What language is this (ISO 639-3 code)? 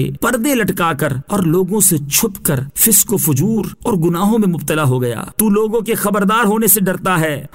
urd